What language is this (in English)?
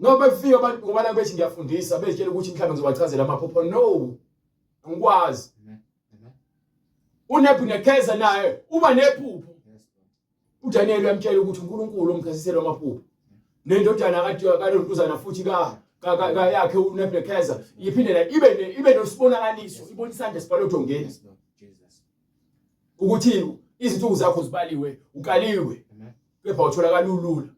Zulu